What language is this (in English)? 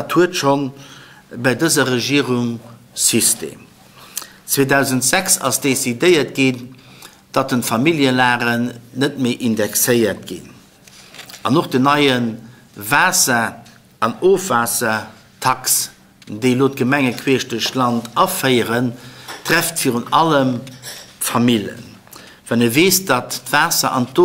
Luxembourgish